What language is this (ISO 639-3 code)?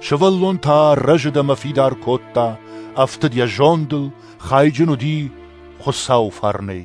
oss